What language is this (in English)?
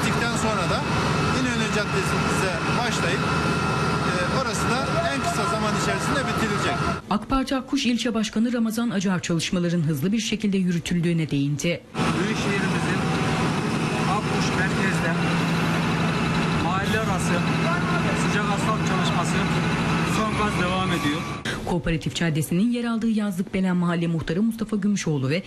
Turkish